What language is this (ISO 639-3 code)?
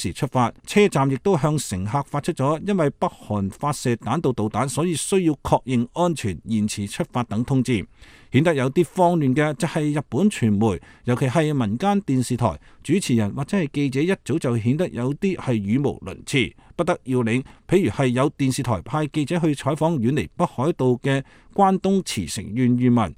yue